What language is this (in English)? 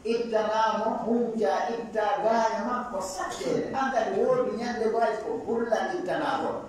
Fula